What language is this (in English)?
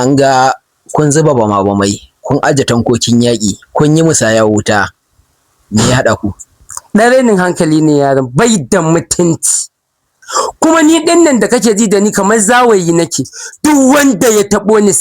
Hausa